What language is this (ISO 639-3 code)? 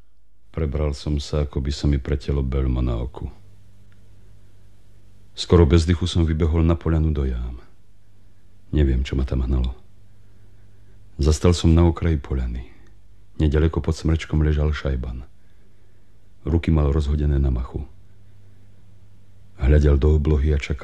slk